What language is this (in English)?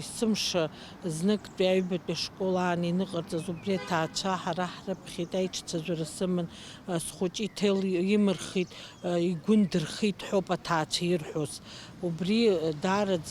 Abkhazian